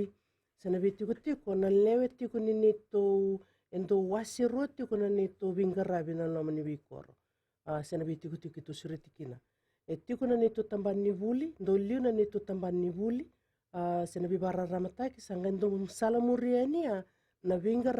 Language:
Fijian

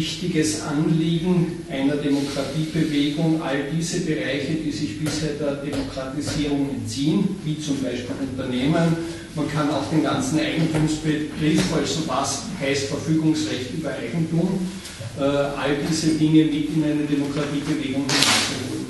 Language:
German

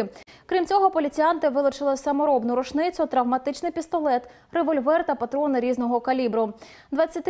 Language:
Ukrainian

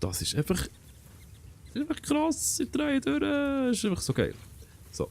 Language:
Swiss German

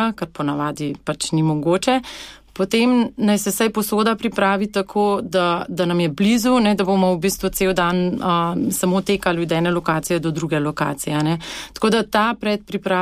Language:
Slovenian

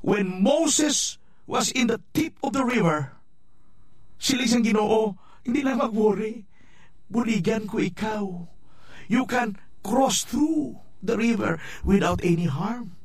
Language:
Hiligaynon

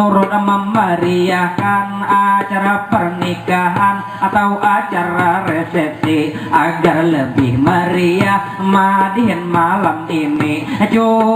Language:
Banjar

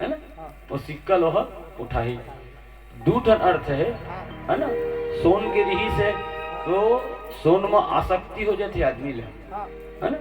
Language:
Chhattisgarhi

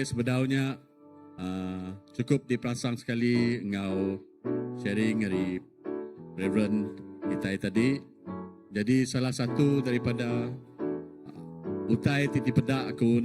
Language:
Iban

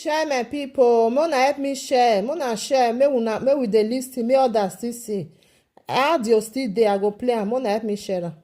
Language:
Nigerian Pidgin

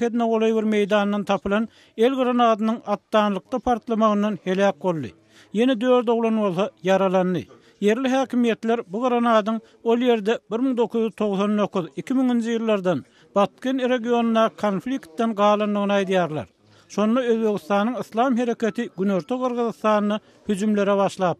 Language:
Turkmen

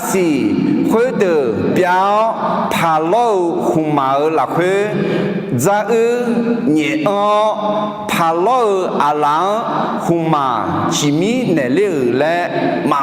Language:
Akha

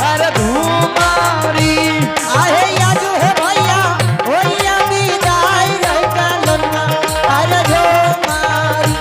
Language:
Angika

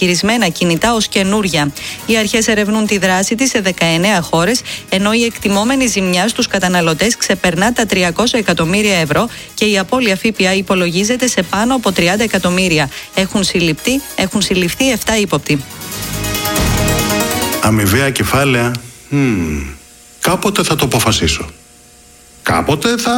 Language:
Greek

